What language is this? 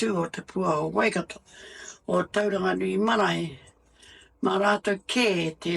Māori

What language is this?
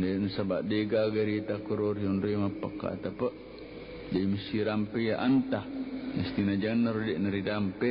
Buginese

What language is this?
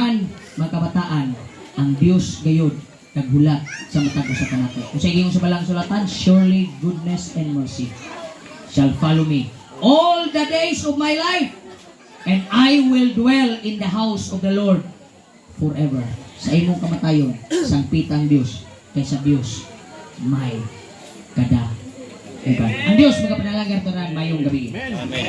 Cebuano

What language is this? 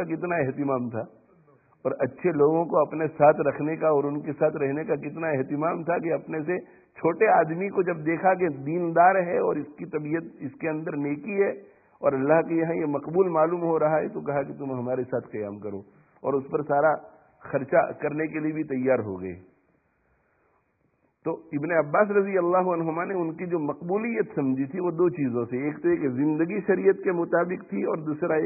Urdu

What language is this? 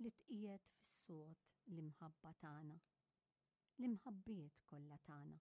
Maltese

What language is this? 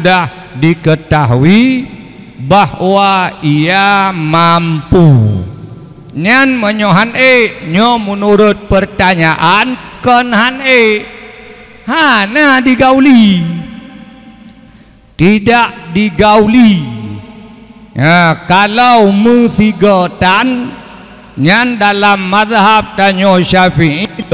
Achinese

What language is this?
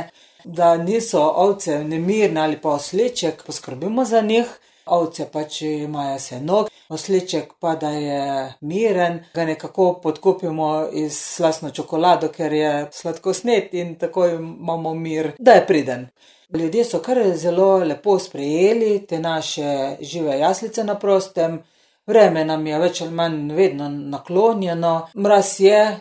Slovenian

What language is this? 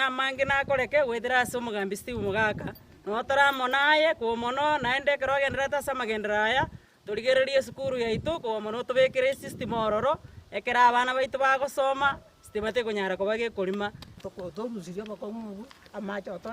Gusii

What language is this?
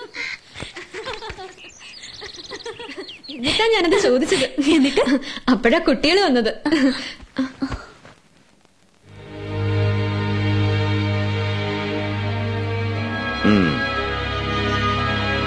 Malayalam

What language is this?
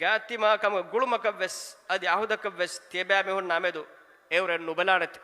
Divehi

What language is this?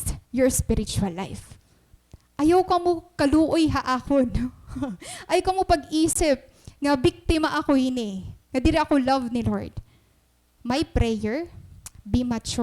Waray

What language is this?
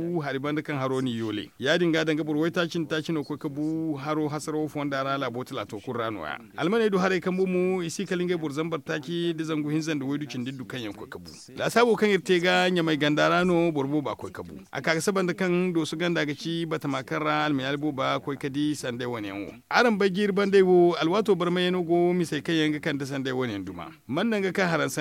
Zarma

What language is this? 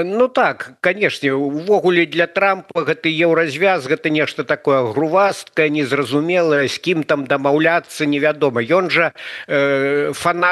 Belarusian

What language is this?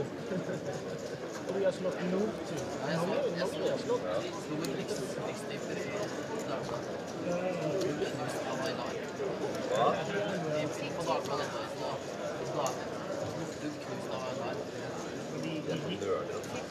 Norwegian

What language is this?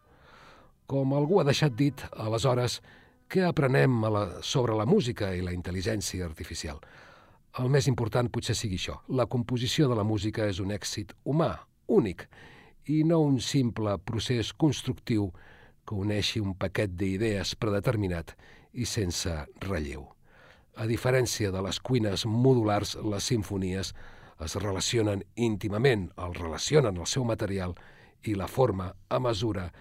Catalan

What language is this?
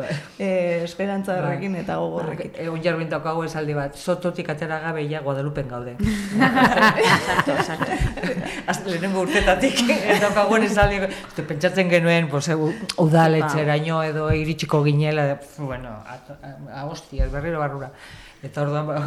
Basque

